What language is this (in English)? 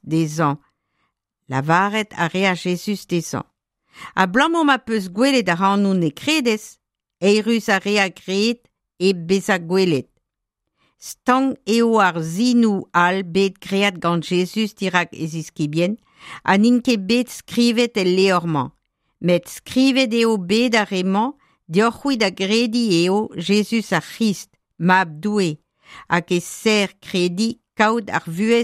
Breton